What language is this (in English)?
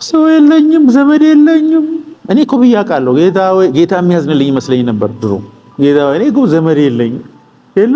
Amharic